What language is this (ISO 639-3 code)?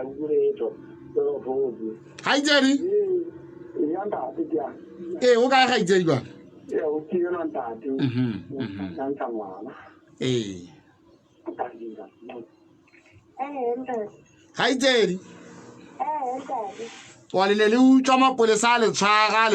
sot